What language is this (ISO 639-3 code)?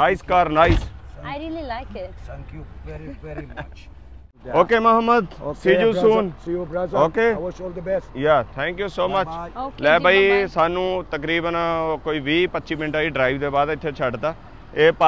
pan